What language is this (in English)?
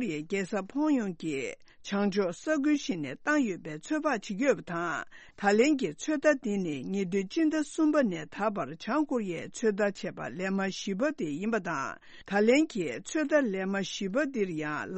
Tibetan